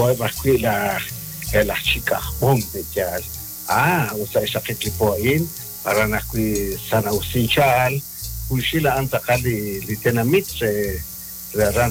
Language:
Kekchí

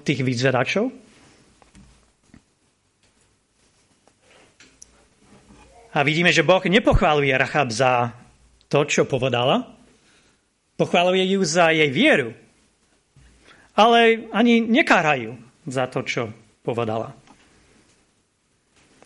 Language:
Slovak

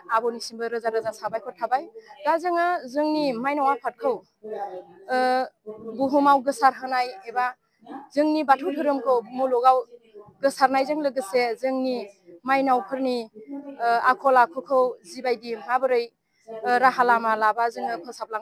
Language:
Bodo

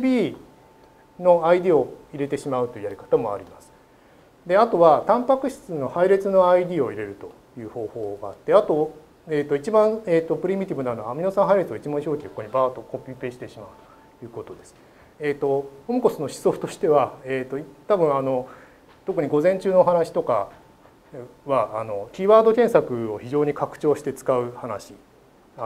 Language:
Japanese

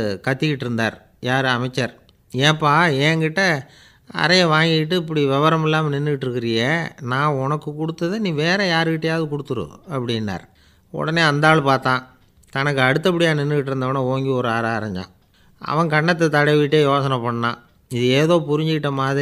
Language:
Tamil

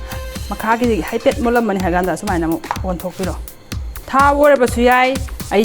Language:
Manipuri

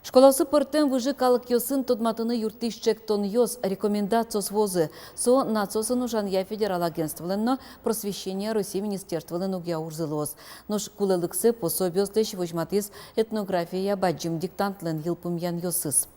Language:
Udmurt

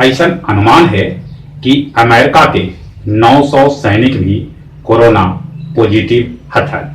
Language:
Magahi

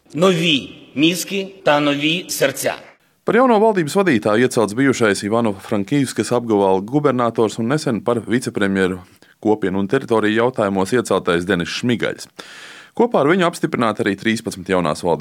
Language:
Latvian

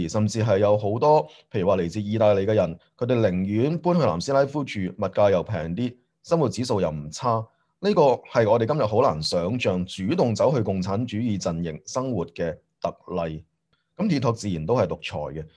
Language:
Cantonese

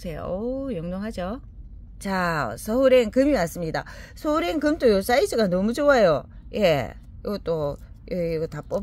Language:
Korean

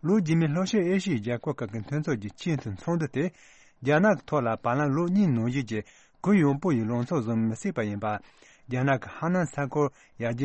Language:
Tibetan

